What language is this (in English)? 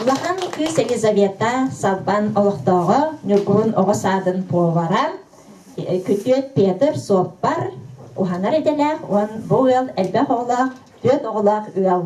Yakut